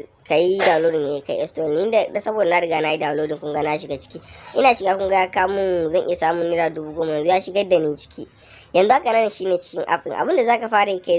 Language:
Hausa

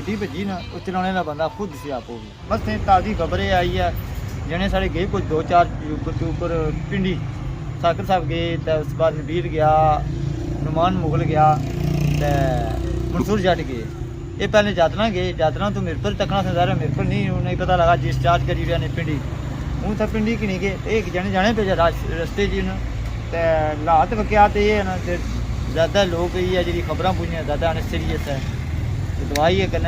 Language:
Pahari-Potwari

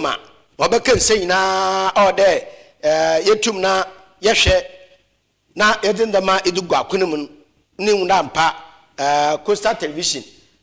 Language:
Akan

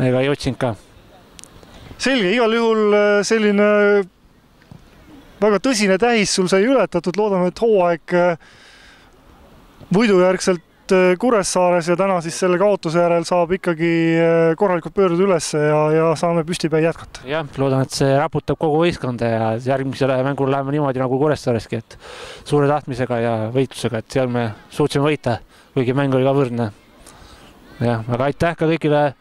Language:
Estonian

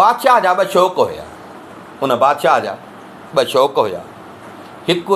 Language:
Sindhi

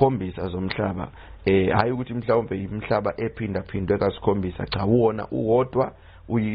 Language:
Zulu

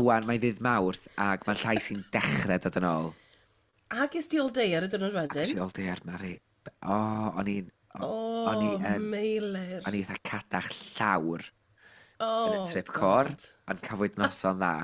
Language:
Welsh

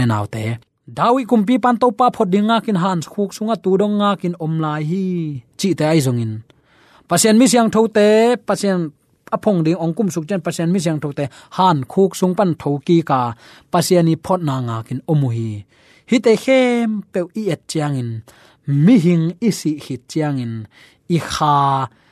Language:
Tedim Chin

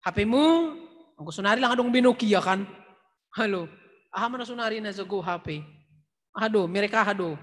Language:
Batak Simalungun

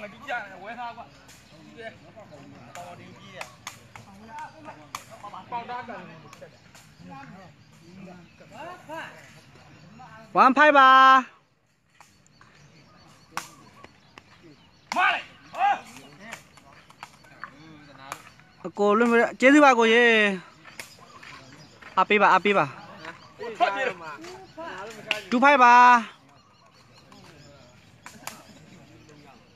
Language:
Burmese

